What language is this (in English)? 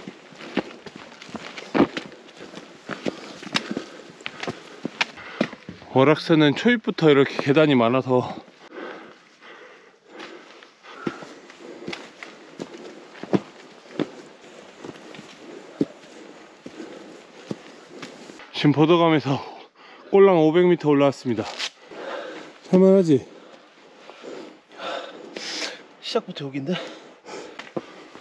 Korean